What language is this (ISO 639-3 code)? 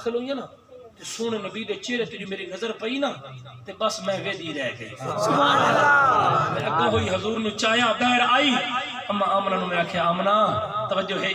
skr